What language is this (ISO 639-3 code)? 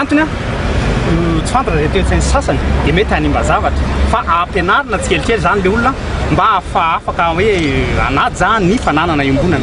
mlg